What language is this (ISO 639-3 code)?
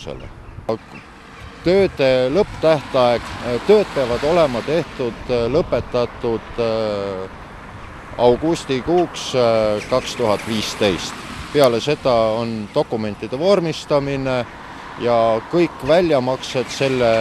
est